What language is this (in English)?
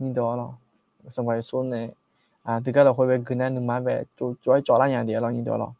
Akha